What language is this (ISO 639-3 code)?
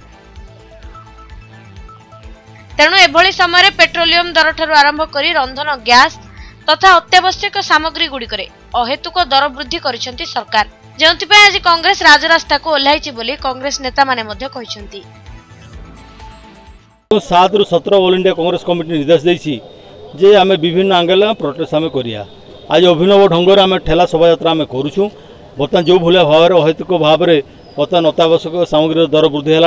ori